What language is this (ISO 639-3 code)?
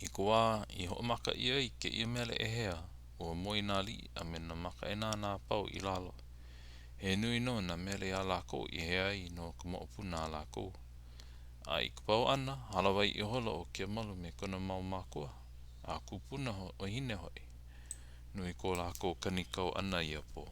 haw